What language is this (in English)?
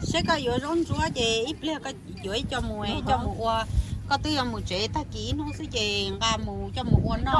Hmong